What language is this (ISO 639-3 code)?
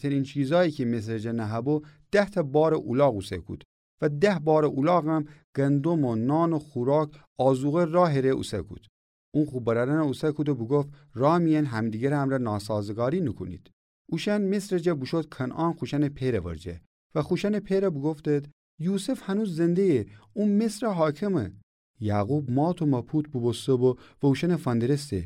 glk